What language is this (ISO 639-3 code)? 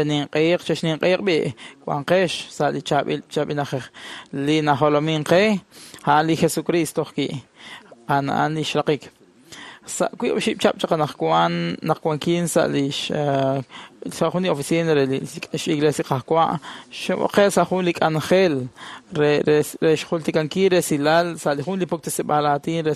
kek